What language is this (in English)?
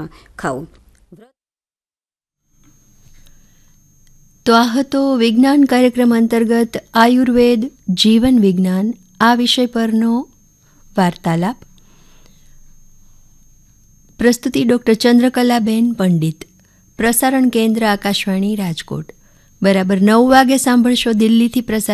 Gujarati